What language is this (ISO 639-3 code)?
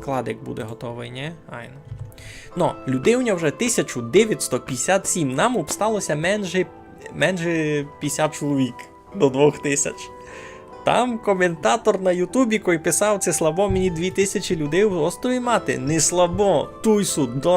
rue